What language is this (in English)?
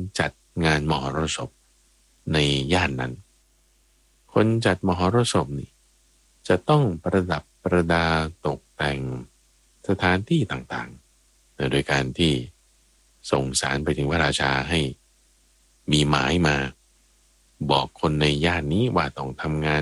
Thai